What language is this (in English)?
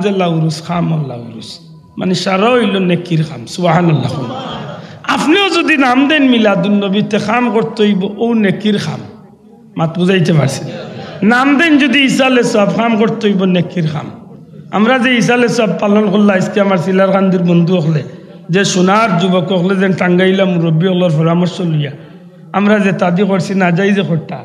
Sylheti